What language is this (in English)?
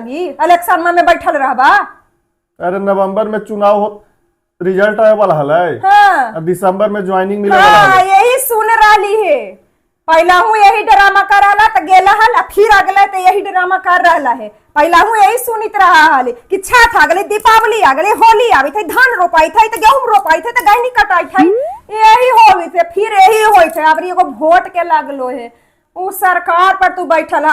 Magahi